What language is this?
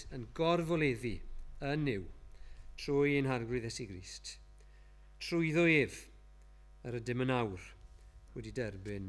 Welsh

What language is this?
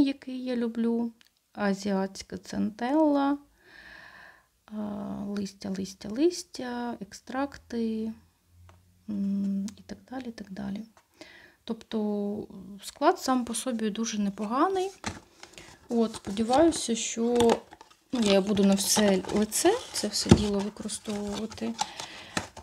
Ukrainian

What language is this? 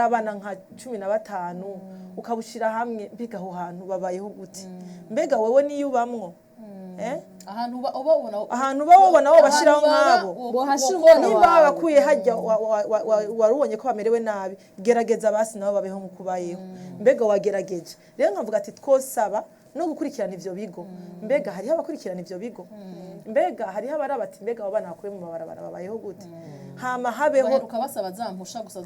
Rundi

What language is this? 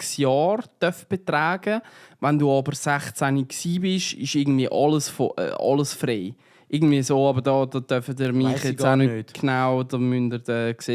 Swiss German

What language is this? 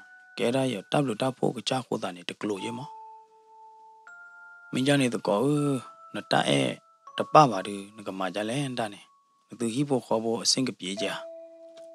S'gaw Karen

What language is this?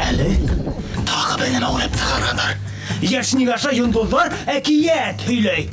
Bashkir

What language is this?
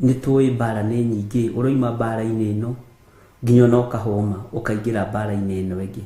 Kikuyu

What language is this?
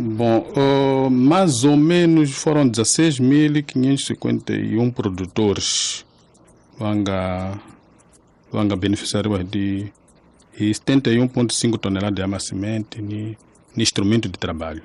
Tsonga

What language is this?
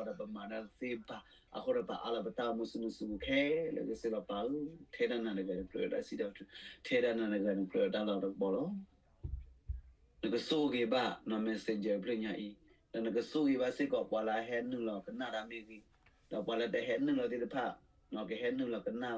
S'gaw Karen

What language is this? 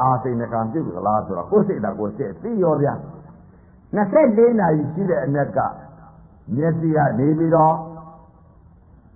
Burmese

